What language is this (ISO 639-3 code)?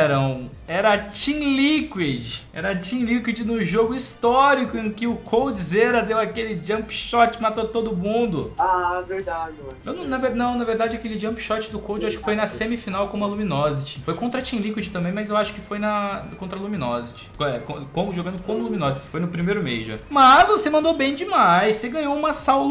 por